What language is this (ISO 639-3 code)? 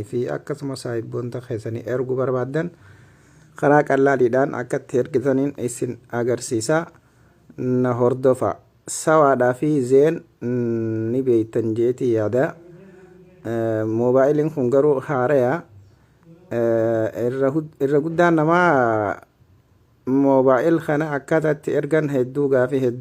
orm